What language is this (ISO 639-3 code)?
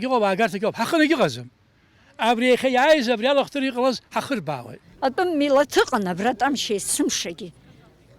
abk